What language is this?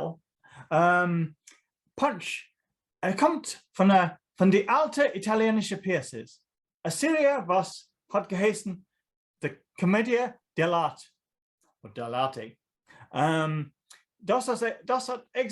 Yiddish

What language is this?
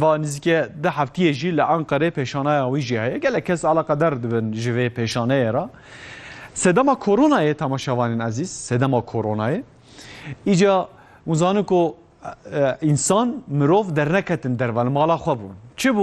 Kurdish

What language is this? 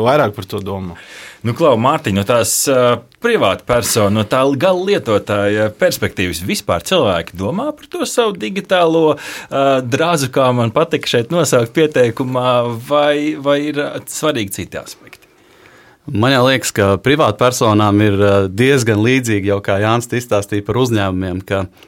Latvian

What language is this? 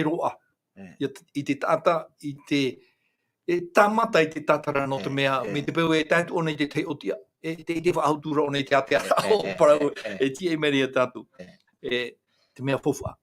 Tahitian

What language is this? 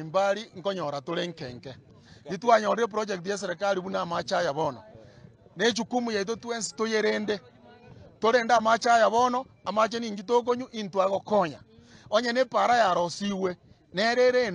Gusii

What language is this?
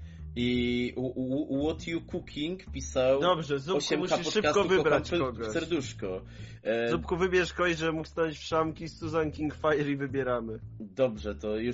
Polish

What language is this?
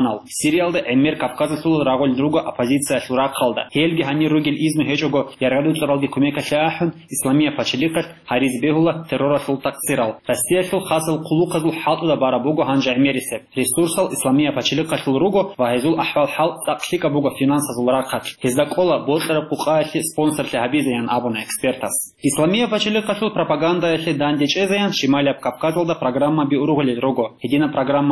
Avaric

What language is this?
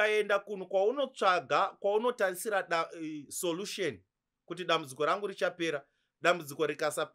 Shona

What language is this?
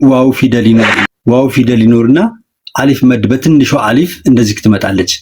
Amharic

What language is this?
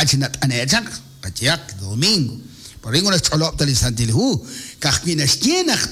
Kekchí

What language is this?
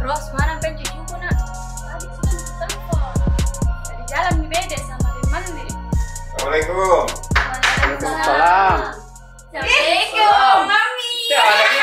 Makassar Malay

